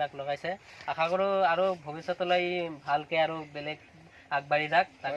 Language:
Assamese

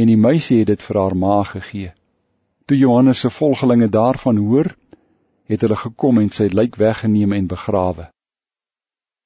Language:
Afrikaans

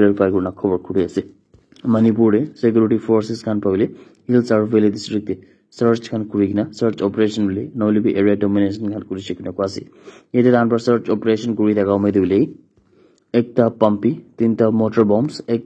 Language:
Naga Pidgin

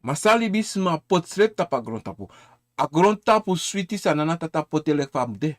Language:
Sranan Tongo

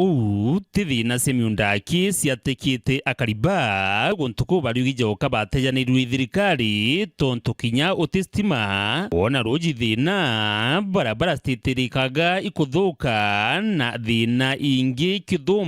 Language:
Meru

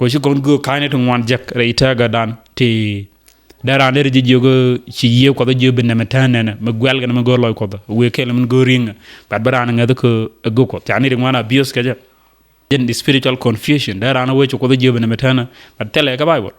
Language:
Nuer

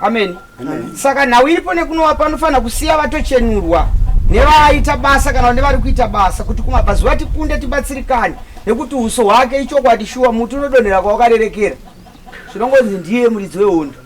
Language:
Shona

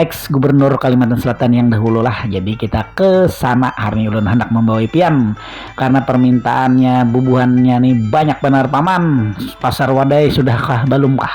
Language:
Banjar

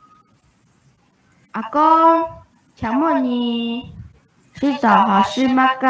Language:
Hakka Chinese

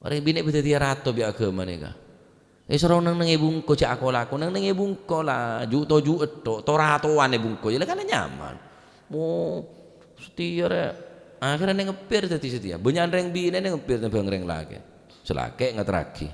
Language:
Madurese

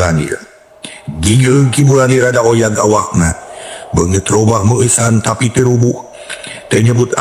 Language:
Sundanese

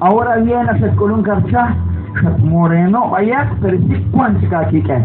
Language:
Kekchí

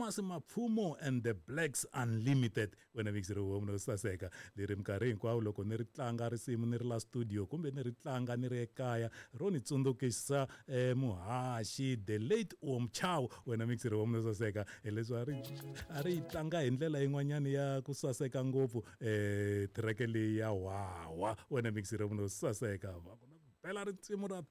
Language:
Tsonga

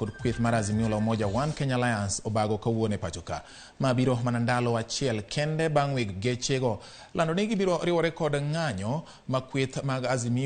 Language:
Luo (Kenya and Tanzania)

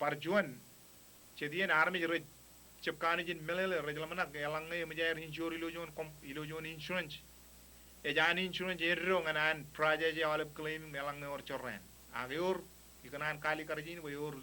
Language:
Marshallese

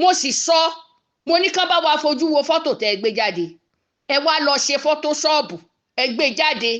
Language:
Yoruba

